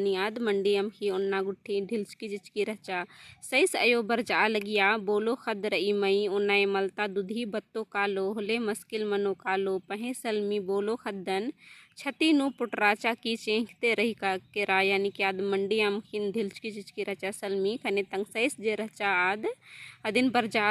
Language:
Kurukh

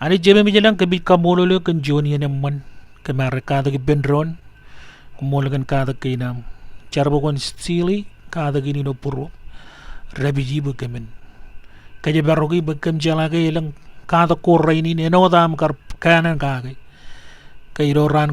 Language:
Marshallese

